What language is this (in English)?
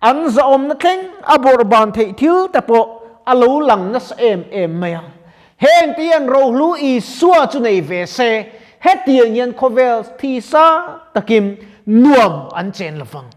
Mizo